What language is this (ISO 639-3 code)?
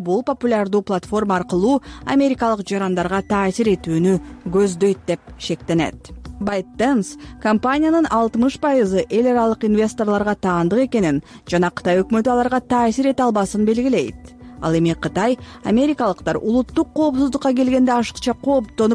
kir